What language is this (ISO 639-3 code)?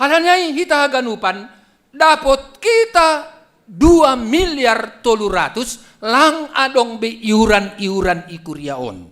bts